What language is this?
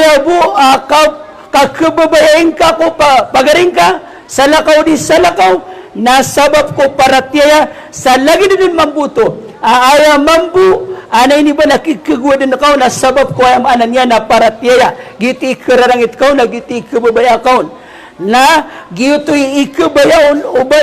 Maranao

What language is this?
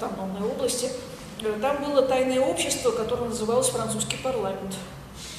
Russian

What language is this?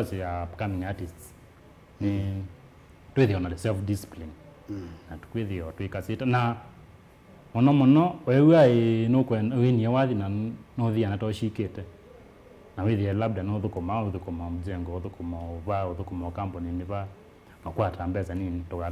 Kamba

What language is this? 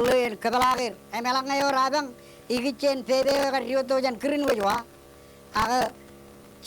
Marshallese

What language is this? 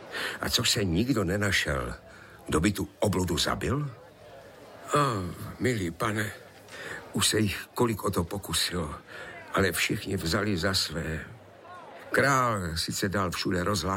Czech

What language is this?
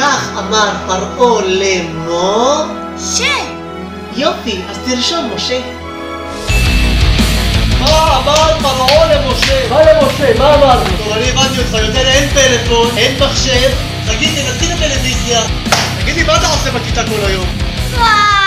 Hebrew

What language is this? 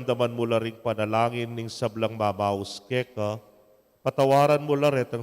Pampanga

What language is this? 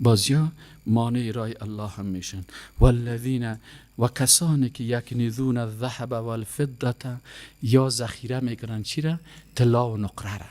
Persian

